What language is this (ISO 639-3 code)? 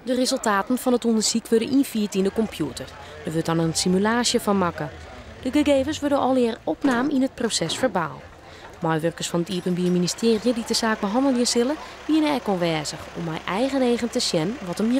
fry